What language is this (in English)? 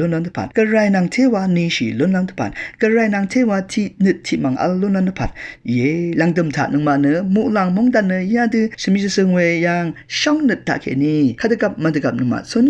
Rawang